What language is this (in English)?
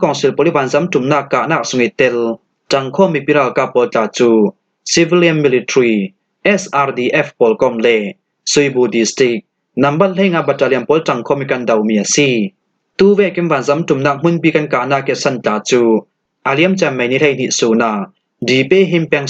Falam Chin